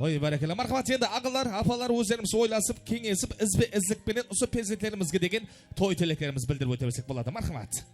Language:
Kara-Kalpak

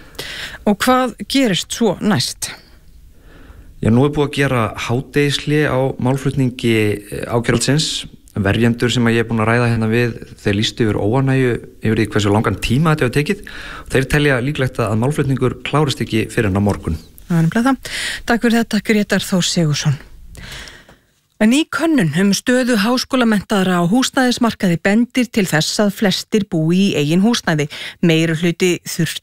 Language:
Icelandic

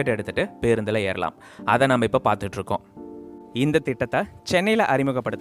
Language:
Tamil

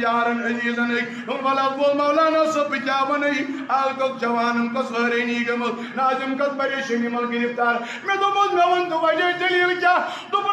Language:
Kashmiri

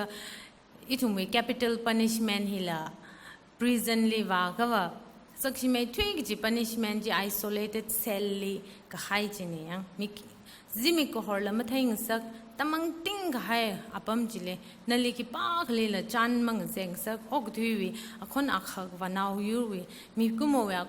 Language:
Tangkhul Naga (India)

